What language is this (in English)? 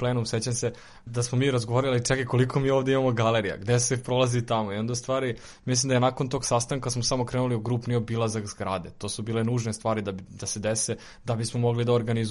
Serbian